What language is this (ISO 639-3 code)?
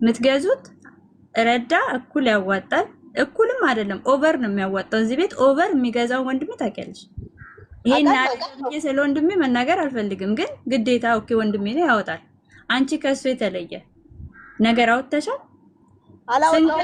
amh